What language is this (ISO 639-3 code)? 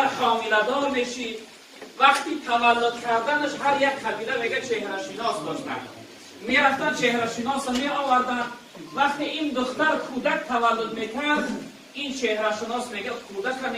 tgk